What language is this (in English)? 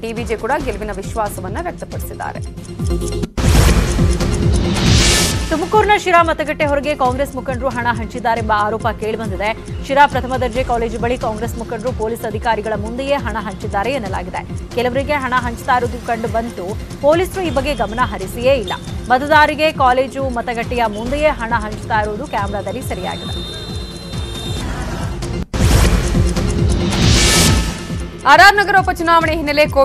Kannada